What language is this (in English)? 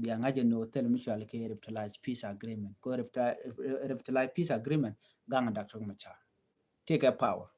Nuer